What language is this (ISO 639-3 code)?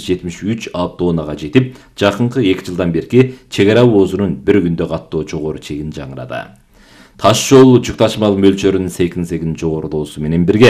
kir